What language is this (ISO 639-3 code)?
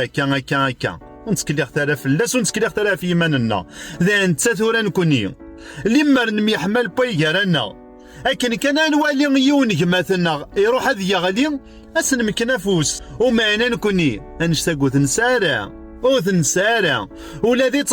kab